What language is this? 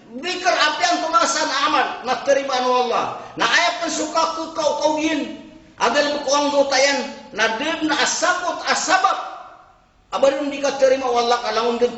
Maranao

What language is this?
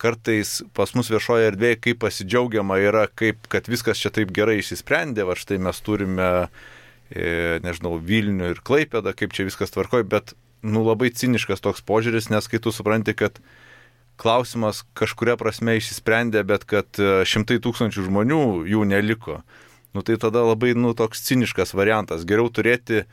Lithuanian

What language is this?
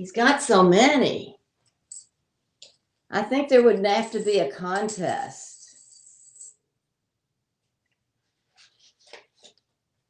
English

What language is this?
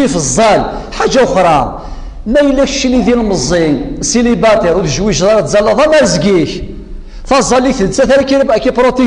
Kabyle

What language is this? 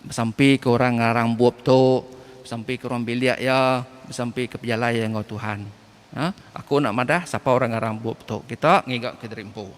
Iban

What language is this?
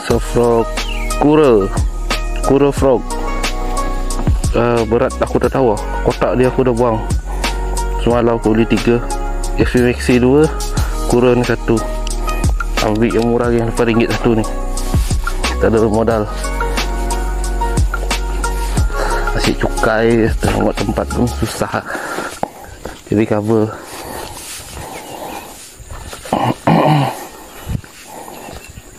Malay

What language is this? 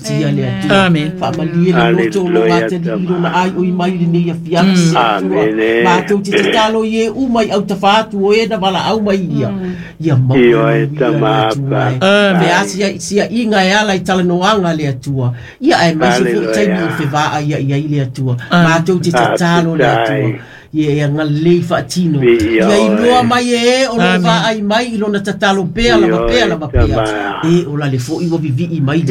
Samoan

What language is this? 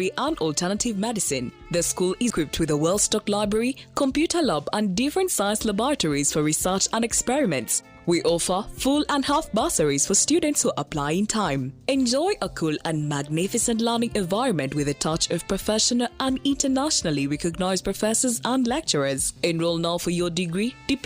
Nyankole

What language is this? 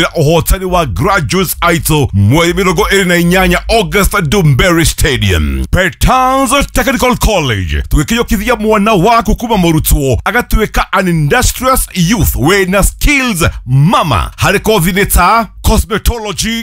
Kikuyu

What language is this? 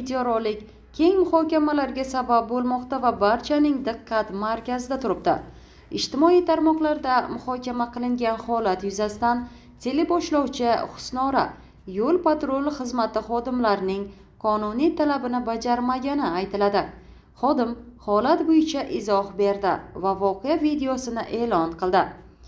Uzbek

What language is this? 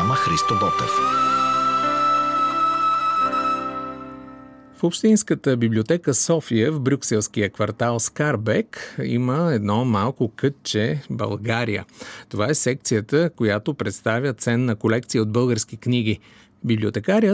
Bulgarian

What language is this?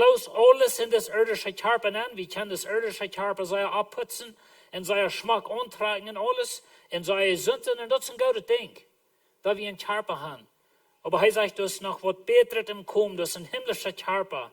Plautdietsch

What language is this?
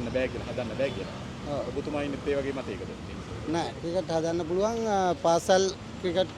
Sinhala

